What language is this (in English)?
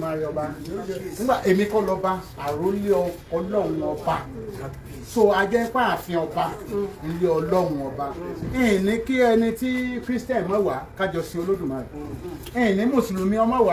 Yoruba